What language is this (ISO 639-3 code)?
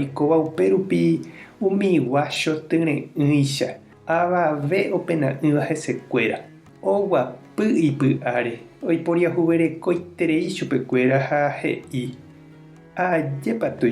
grn